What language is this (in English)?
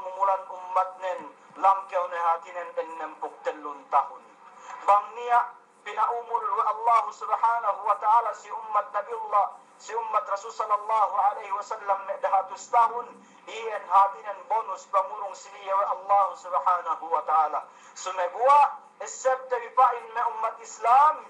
Yakan